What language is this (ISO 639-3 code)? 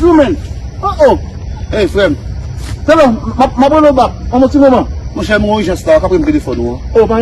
hat